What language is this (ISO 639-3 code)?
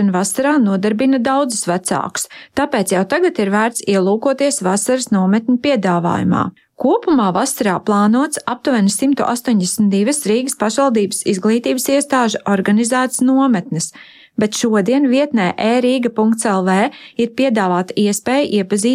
lav